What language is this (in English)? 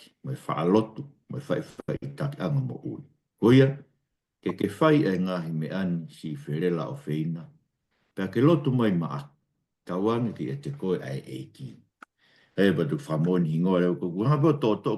Tongan